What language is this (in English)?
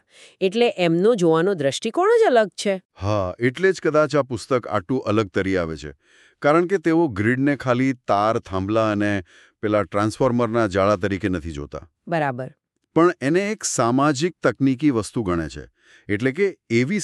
Gujarati